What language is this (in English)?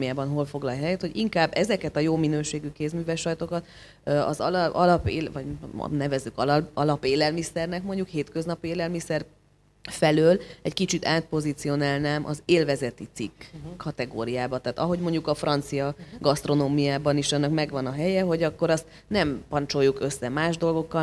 Hungarian